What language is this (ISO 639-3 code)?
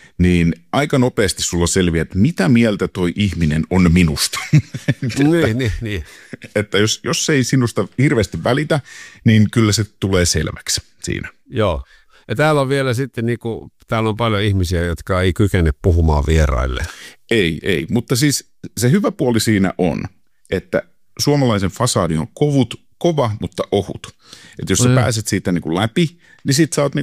fin